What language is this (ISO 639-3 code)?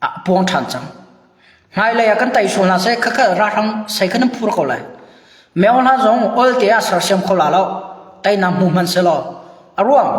cnh